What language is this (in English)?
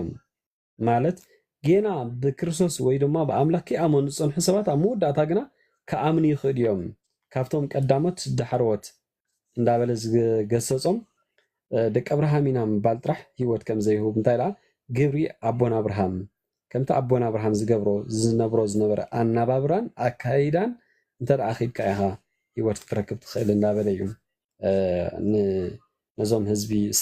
Tigrinya